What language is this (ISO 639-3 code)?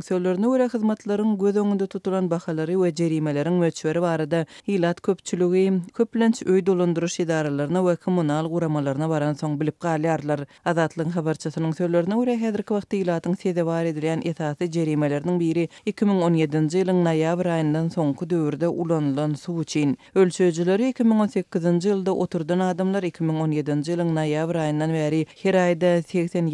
tuk